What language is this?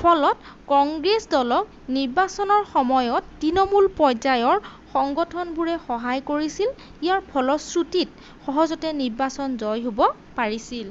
Assamese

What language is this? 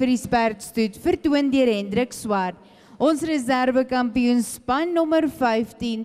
Afrikaans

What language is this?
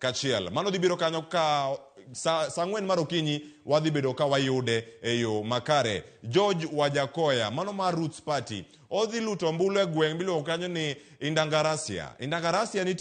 Luo (Kenya and Tanzania)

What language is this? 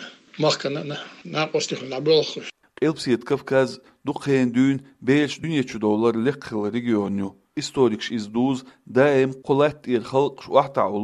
Chechen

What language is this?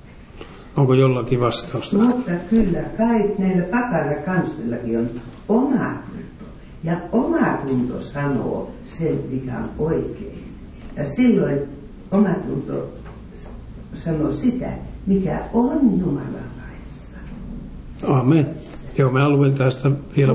Finnish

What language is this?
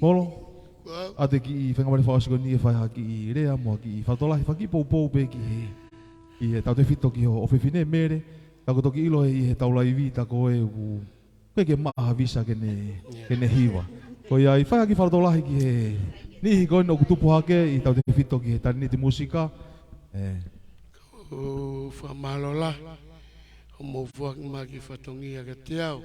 Tongan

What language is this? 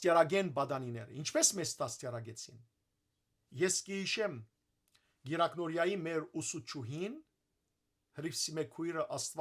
Western Armenian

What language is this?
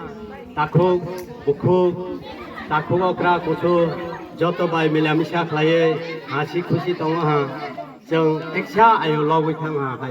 Kok Borok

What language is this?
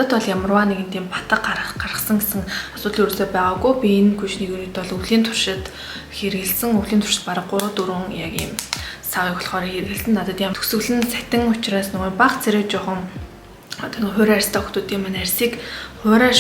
Mongolian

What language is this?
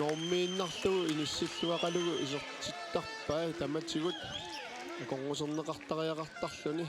Kalaallisut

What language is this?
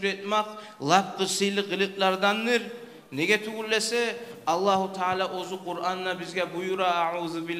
Kumyk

